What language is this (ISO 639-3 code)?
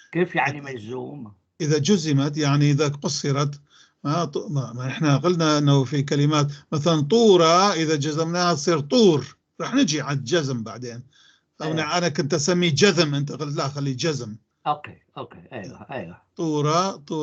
apc